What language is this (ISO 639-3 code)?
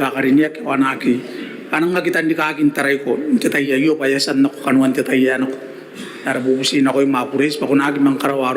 gil